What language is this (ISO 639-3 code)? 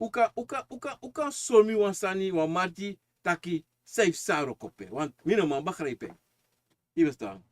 srn